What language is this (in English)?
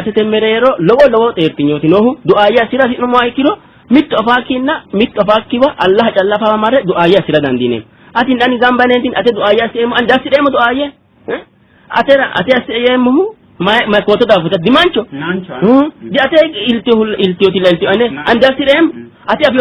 Sidamo